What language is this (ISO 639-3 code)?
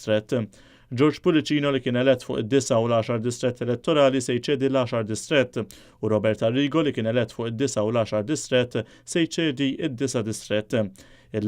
mlt